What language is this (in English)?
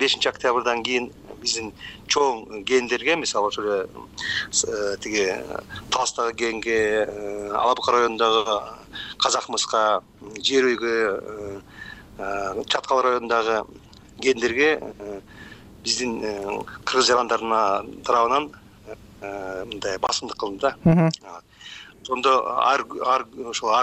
Kyrgyz